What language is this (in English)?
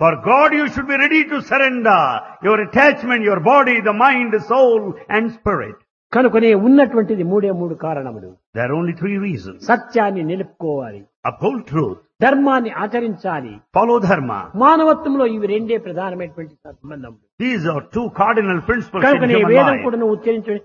Telugu